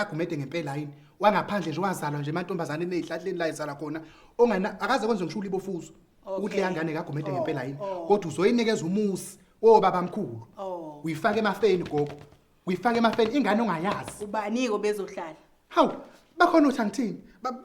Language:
Zulu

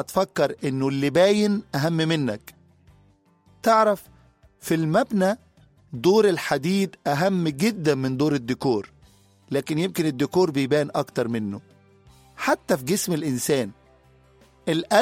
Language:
Egyptian Arabic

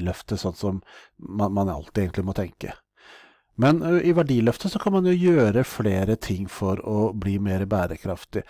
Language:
Norwegian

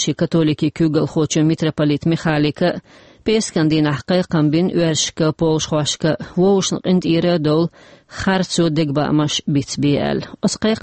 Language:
Chechen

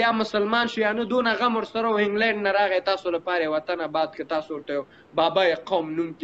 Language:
Pashto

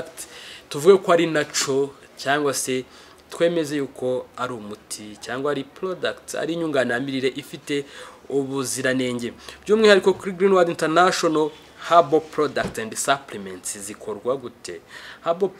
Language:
Kinyarwanda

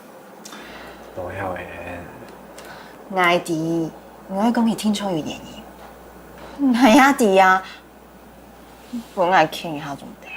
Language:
Hakka Chinese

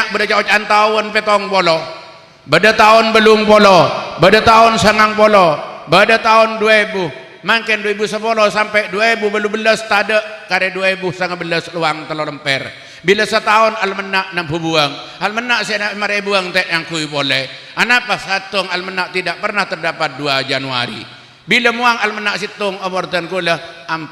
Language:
Madurese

